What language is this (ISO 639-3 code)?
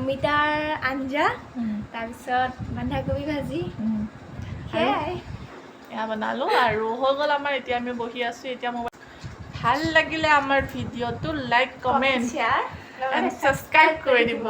asm